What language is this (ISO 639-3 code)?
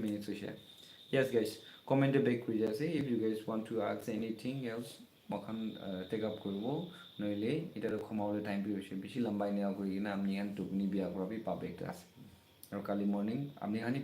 nag